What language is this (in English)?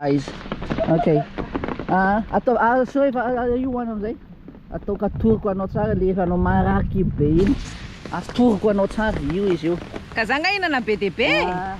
Malagasy